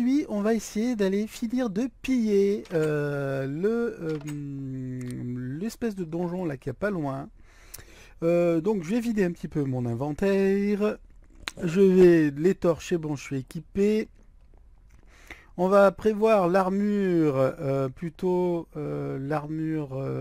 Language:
French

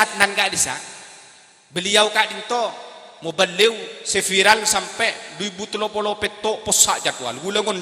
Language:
Madurese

